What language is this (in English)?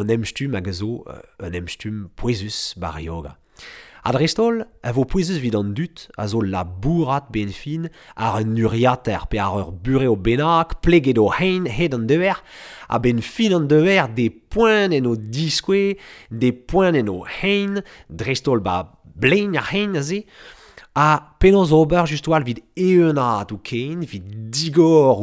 Breton